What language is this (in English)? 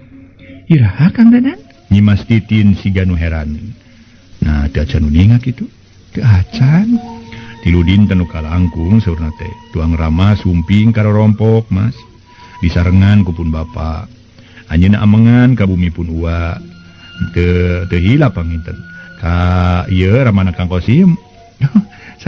Sundanese